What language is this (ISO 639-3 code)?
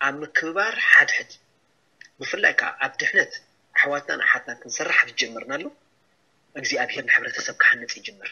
tir